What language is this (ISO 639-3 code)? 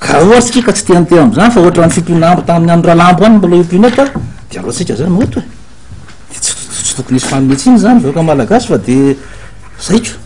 mlg